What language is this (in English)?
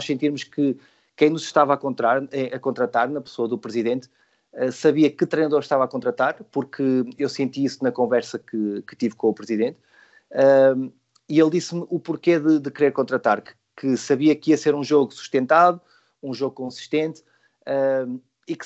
Portuguese